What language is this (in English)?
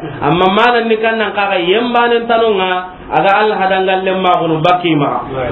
Soninke